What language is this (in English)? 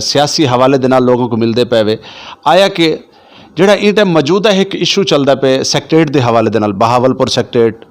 Saraiki